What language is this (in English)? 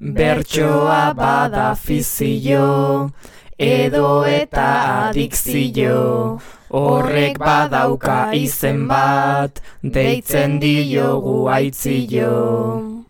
Basque